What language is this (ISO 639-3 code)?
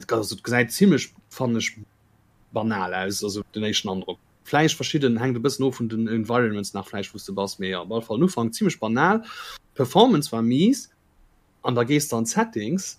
ltz